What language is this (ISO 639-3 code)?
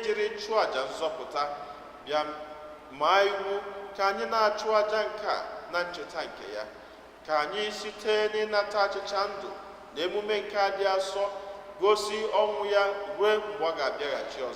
ibo